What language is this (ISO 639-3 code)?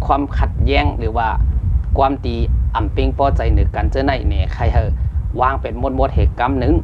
shn